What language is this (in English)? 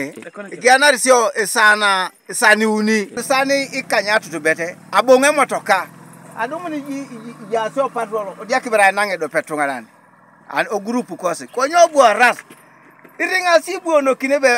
Teso